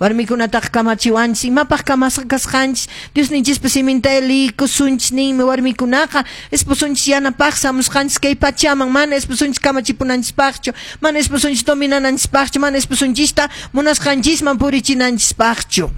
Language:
Quechua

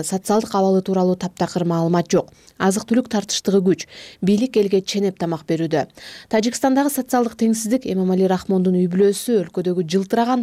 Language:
Kyrgyz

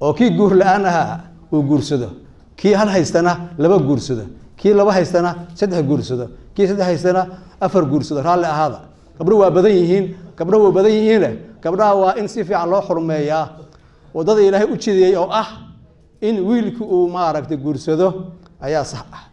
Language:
Somali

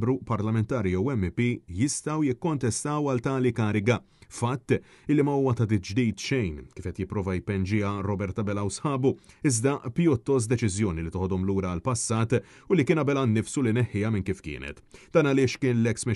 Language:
Maltese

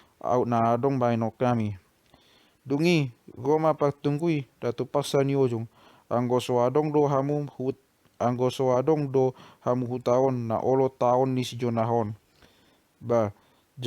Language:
Batak Toba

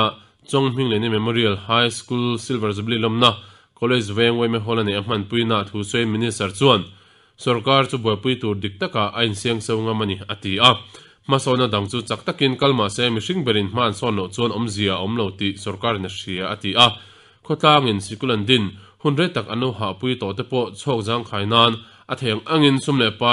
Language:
Mizo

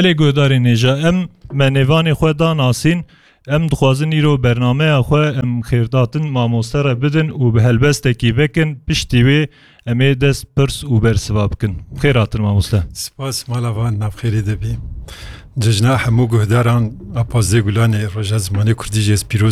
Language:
Kurdish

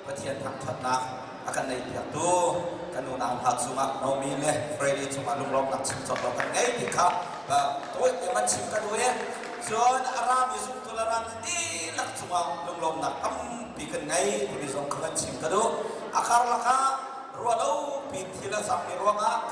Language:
Hakha Chin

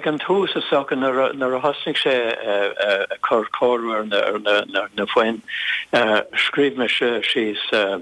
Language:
Irish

